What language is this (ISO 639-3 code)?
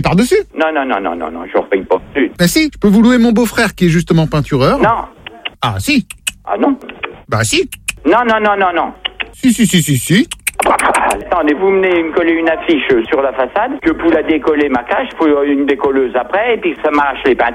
fra